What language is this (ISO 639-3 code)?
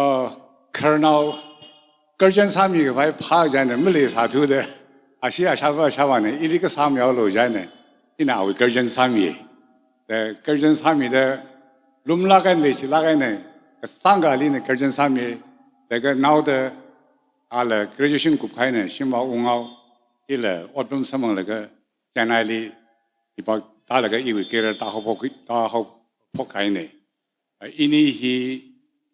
nmf